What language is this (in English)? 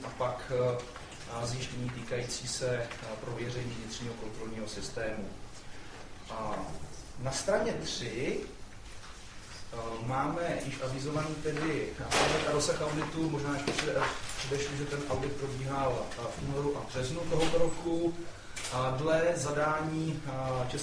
Czech